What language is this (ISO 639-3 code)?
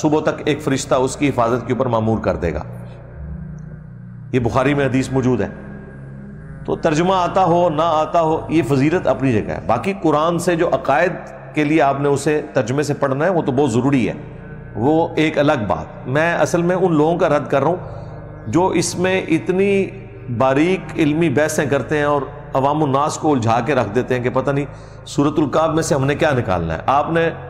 urd